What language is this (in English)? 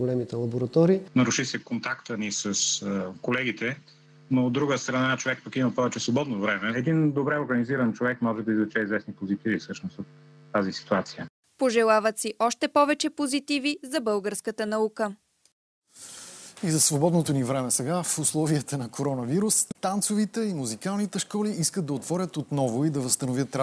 Bulgarian